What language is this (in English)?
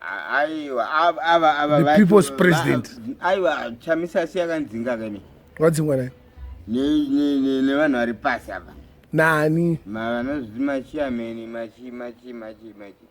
Shona